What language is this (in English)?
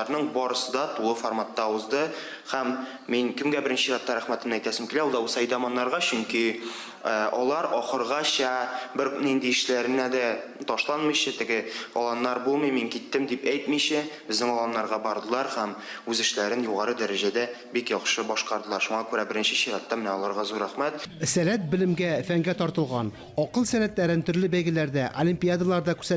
Tatar